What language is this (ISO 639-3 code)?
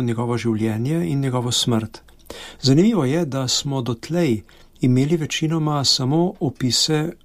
slv